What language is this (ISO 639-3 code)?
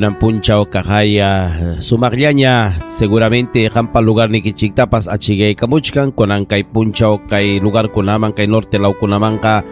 quy